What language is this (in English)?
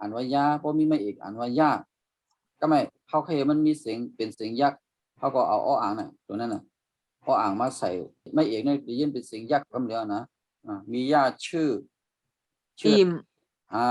Shan